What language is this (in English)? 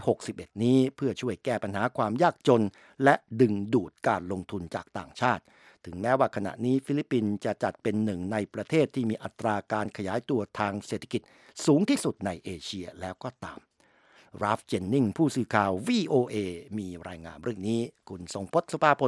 Thai